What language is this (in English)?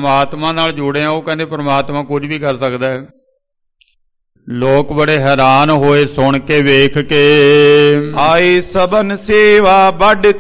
Punjabi